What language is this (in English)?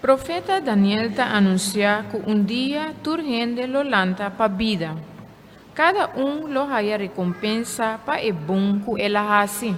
Papiamento